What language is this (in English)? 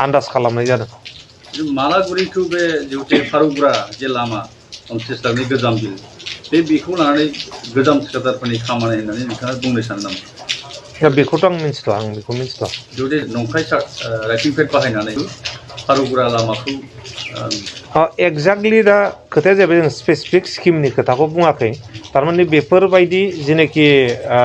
Bodo